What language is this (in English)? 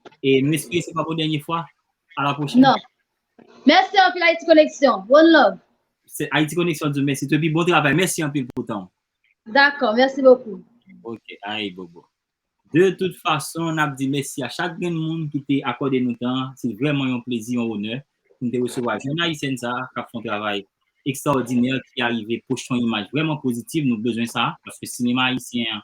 Haitian Creole